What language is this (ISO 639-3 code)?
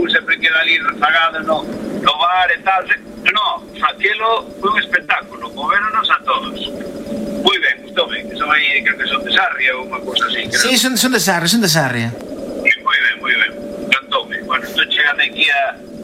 glg